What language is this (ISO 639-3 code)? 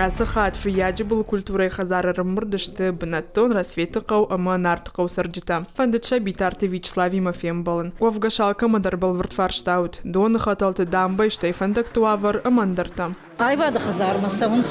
oss